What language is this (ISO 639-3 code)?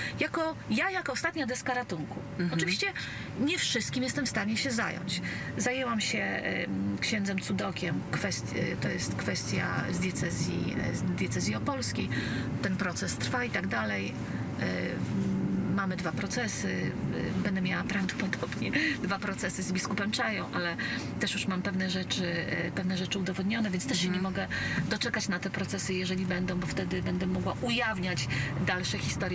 pol